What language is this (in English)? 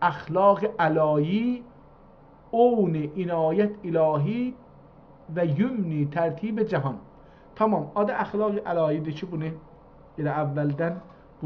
South Azerbaijani